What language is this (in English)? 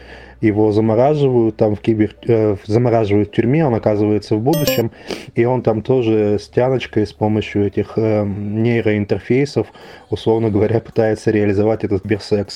Russian